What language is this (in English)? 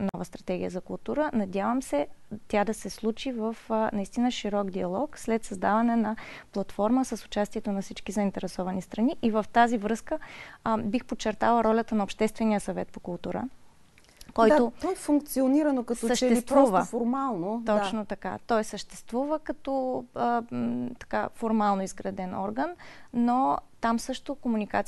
Bulgarian